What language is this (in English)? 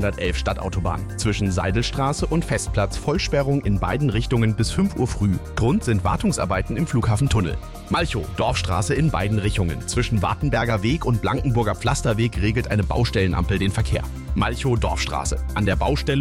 German